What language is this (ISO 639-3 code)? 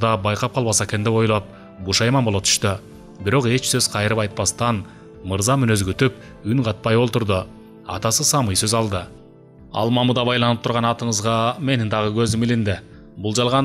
kir